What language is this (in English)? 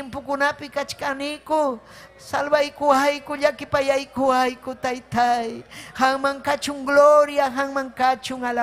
Ayacucho Quechua